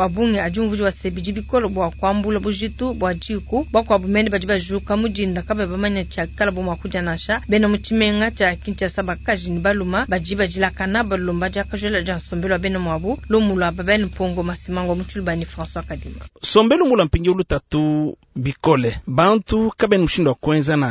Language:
Luba-Lulua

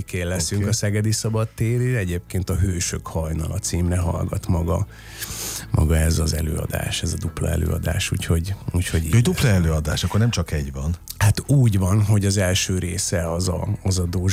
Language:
Hungarian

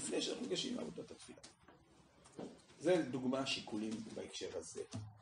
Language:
Hebrew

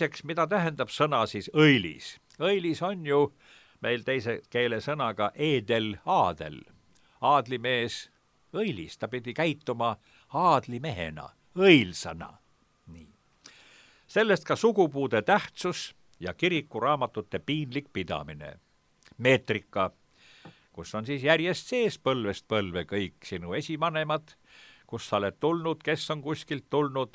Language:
Estonian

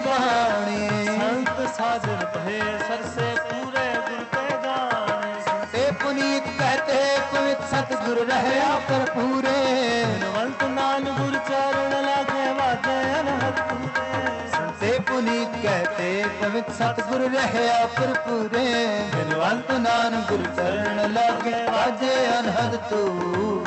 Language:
Punjabi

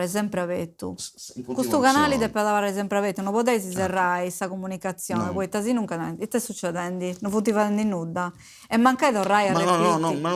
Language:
Sardinian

